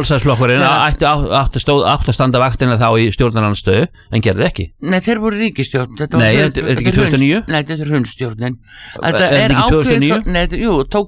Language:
Icelandic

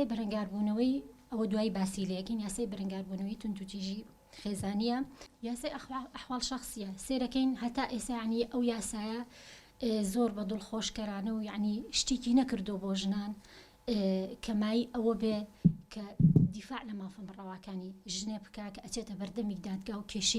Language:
Central Kurdish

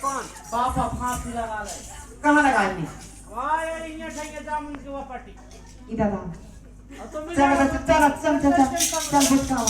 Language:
Chhattisgarhi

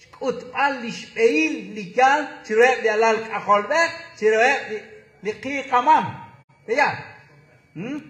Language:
Kekchí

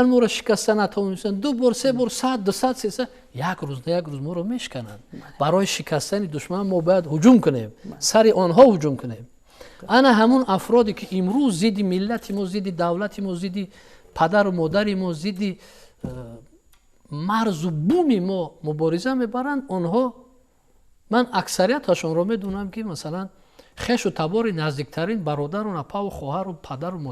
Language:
Tajik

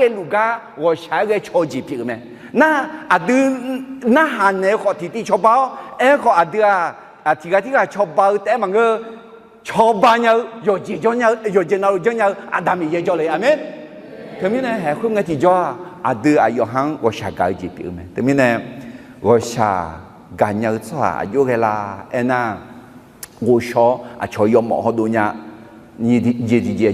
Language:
Akha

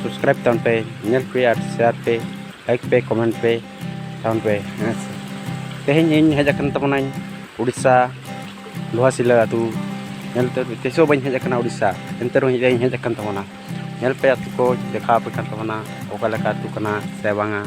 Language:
Santali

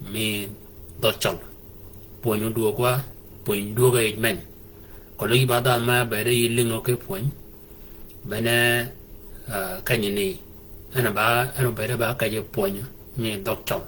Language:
Shilluk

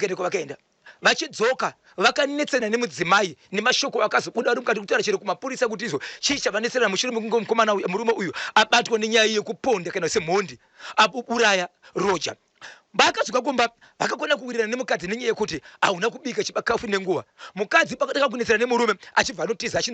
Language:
Shona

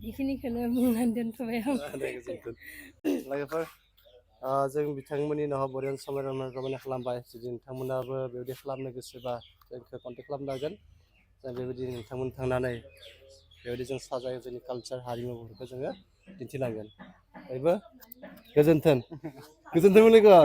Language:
Bodo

